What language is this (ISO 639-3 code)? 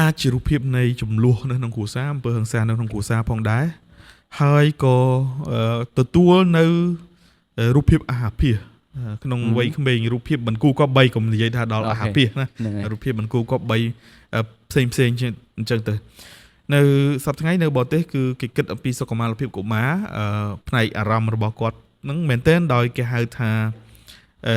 khm